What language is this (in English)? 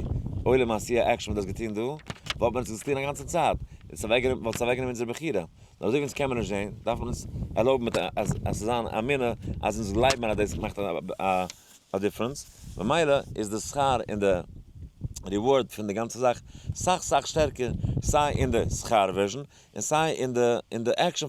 Yiddish